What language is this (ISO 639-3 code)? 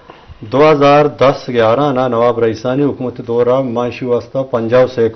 bgp